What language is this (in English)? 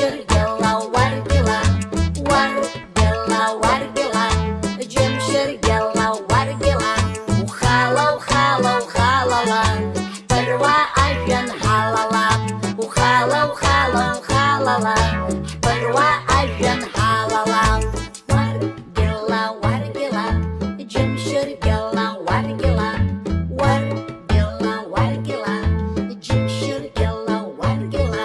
Abkhazian